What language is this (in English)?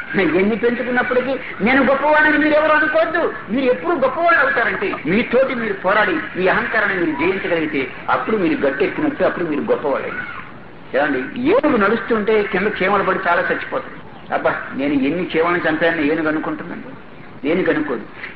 Telugu